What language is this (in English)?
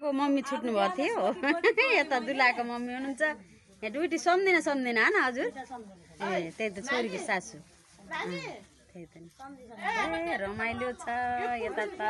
Nepali